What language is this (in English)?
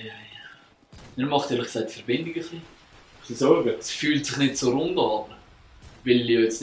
Swiss German